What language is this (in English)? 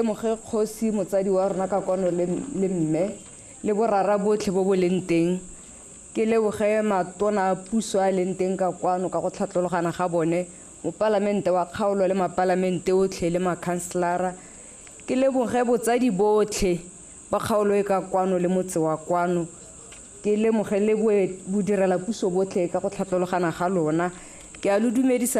Tswana